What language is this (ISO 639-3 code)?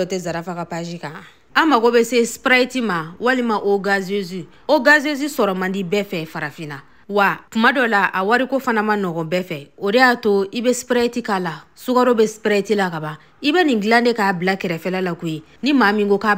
bam